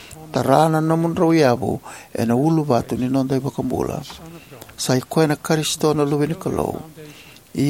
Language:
Fijian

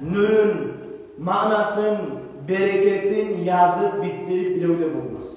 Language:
Kumyk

